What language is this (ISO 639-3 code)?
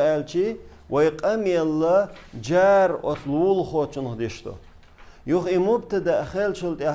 che